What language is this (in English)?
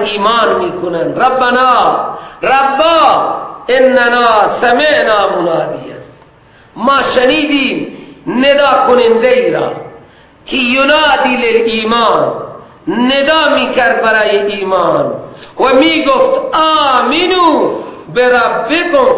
Persian